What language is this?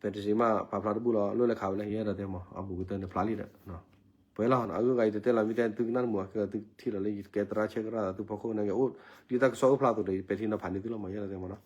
S'gaw Karen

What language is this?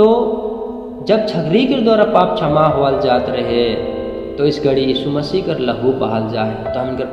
Sadri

